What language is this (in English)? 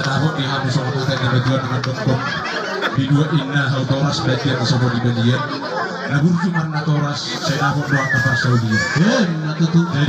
Batak Toba